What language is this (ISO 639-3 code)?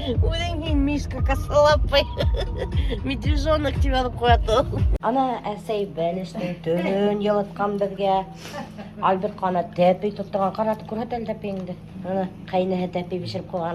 bak